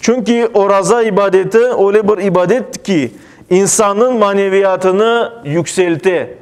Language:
Crimean Tatar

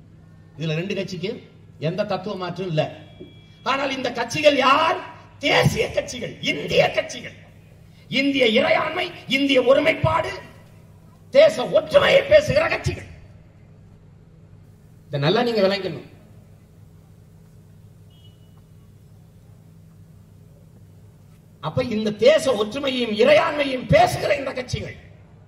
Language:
Tamil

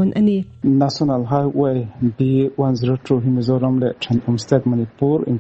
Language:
Mizo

